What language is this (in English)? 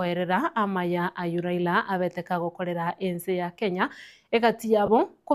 Gusii